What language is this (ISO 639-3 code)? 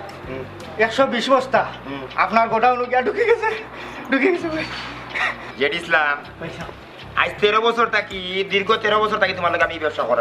syl